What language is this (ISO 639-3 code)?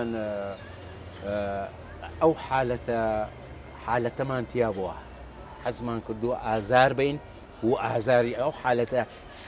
ckb